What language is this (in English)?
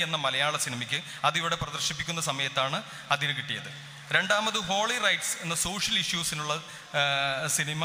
Malayalam